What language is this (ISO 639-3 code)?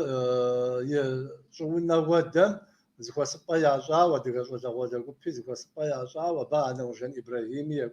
kbd